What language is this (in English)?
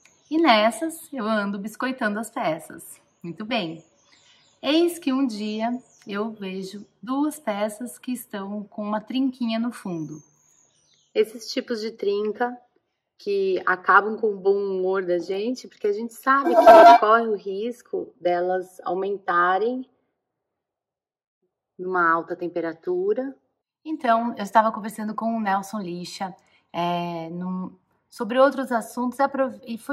Portuguese